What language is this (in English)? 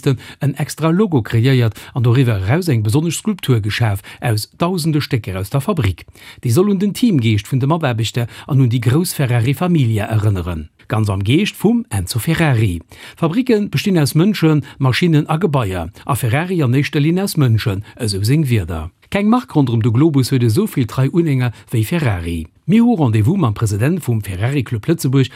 Luxembourgish